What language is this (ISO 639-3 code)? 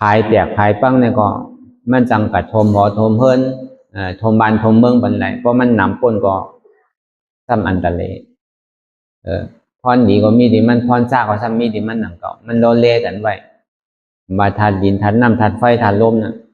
shn